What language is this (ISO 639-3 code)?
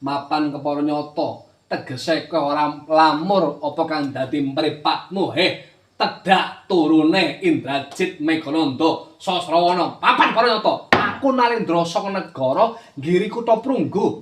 jav